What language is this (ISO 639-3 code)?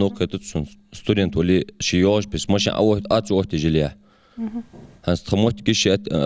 inh